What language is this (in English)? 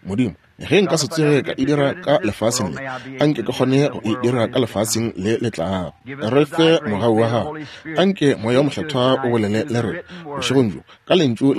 Northern Sotho